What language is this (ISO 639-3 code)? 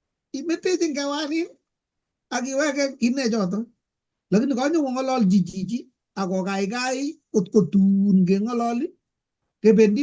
kln